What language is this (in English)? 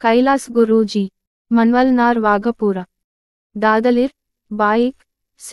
Gondi